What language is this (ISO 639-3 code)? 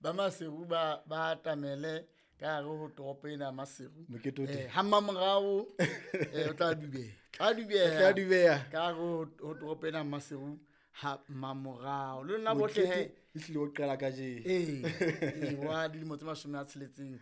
sot